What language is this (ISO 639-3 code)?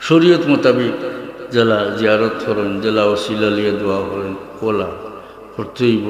syl